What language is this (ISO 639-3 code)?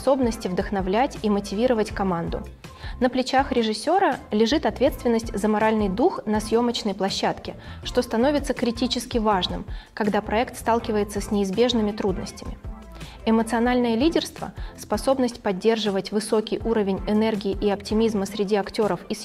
rus